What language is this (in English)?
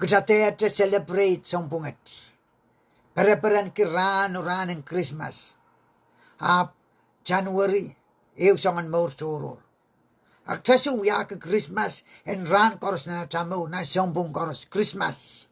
Pohnpeian